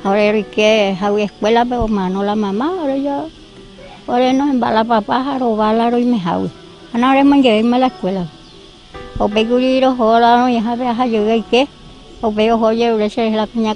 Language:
Guarani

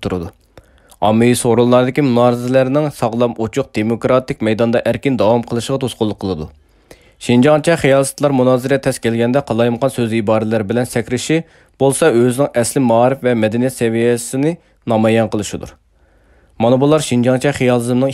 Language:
Uyghur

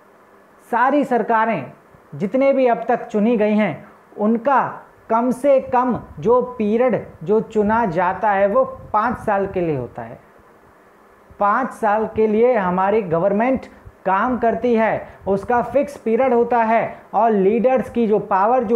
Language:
Hindi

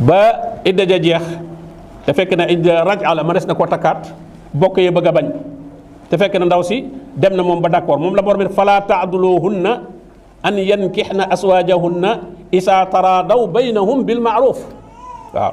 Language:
Wolof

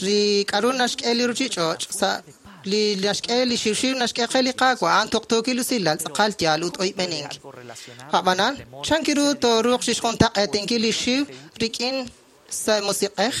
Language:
Kekchí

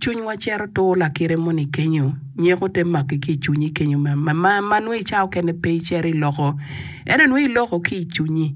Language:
Acoli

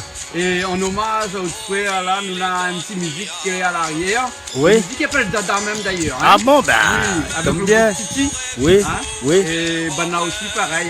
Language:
Réunion Creole French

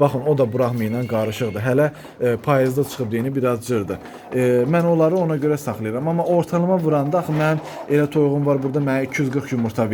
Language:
Azerbaijani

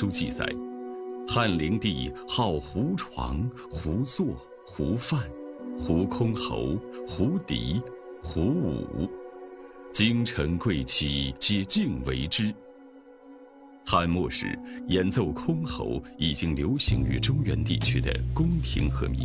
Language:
Chinese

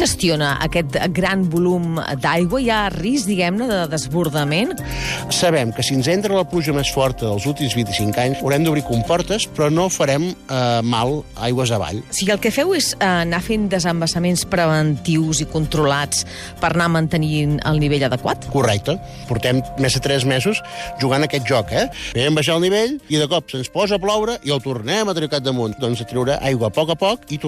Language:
Catalan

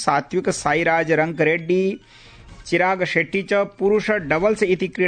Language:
Sanskrit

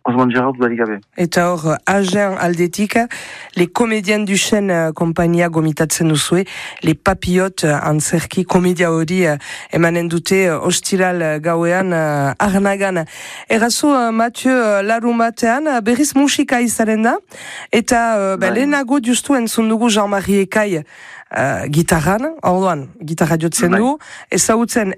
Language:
Basque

